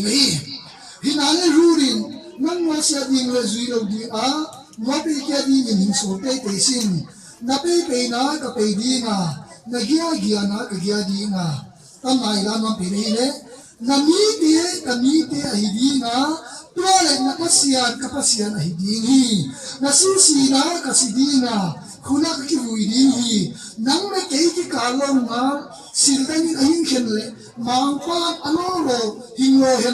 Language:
Tedim Chin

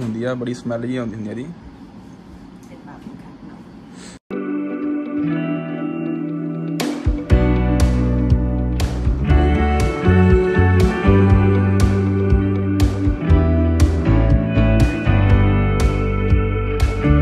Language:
Punjabi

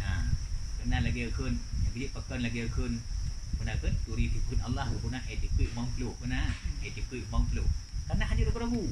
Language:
Achinese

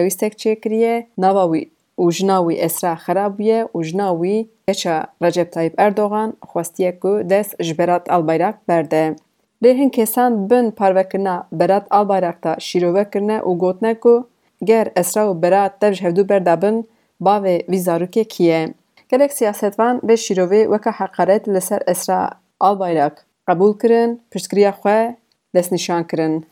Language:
Kurdish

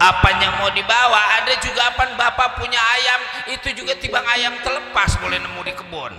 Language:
Betawi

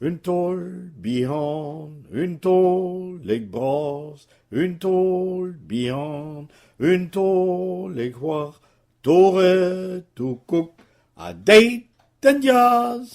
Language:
Breton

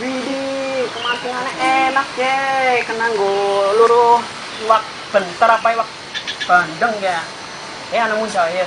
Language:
Betawi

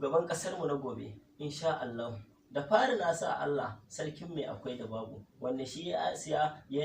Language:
Hausa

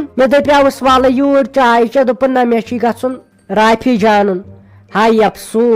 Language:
Kashmiri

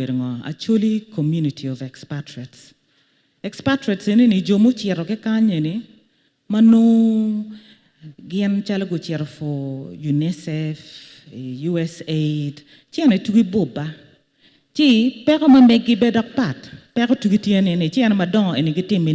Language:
Acoli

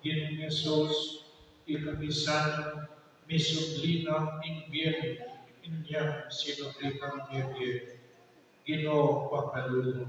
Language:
Pampanga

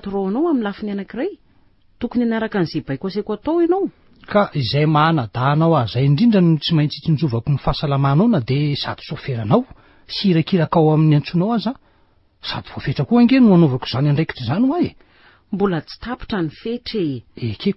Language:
Malagasy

